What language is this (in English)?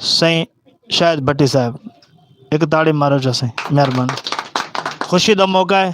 Saraiki